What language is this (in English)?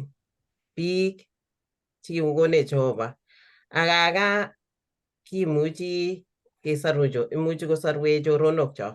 Kalenjin